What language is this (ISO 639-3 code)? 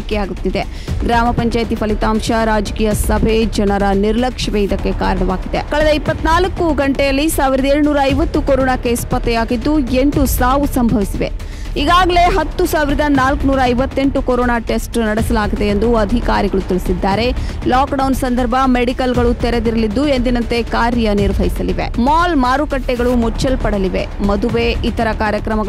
kan